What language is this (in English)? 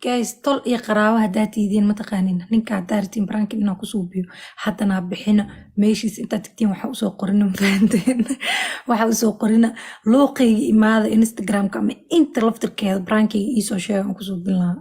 Somali